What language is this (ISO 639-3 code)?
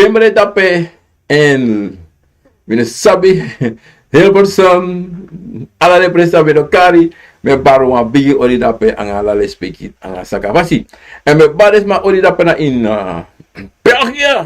srn